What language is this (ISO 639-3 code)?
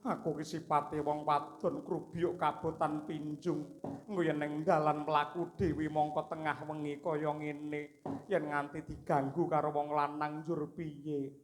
jav